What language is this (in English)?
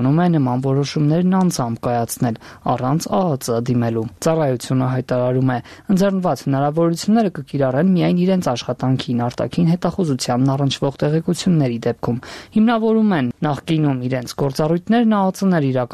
Armenian